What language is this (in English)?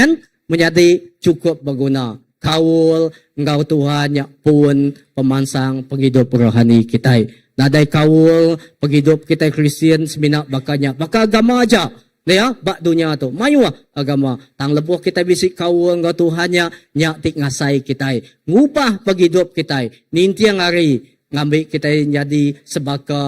Iban